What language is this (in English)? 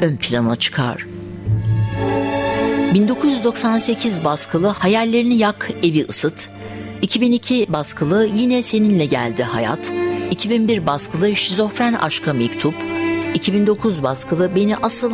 Turkish